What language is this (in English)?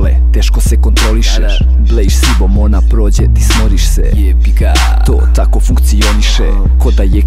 Croatian